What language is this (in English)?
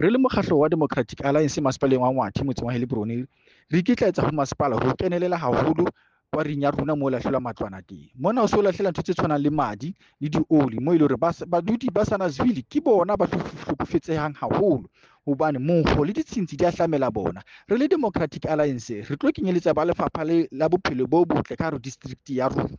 Southern Sotho